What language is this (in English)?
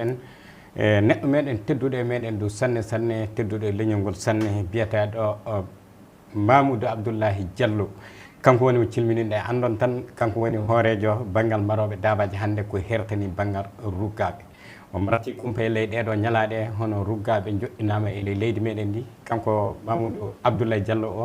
Fula